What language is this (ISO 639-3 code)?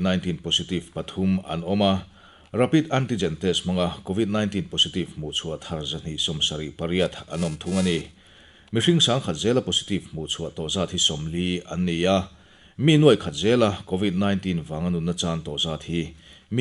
lus